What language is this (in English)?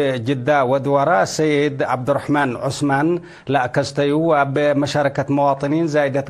Tigre